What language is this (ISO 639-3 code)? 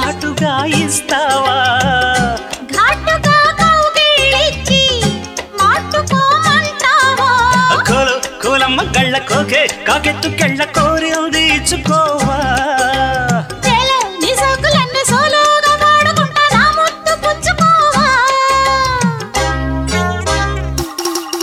tel